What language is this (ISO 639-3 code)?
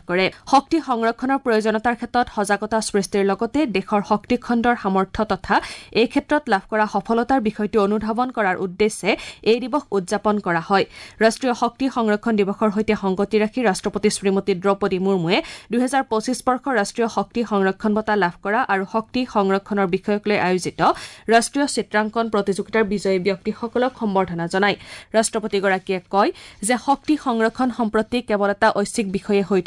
asm